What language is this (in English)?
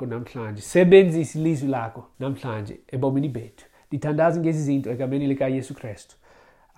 Xhosa